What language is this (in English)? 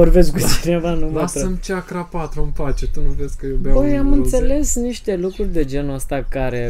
Romanian